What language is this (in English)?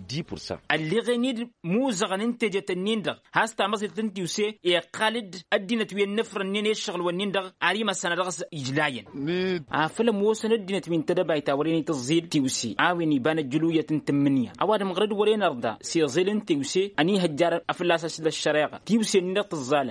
Tamasheq